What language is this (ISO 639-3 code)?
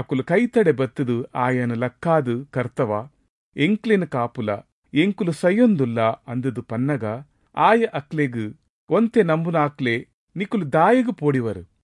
tcy